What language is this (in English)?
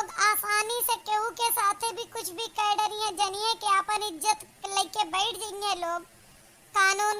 Awadhi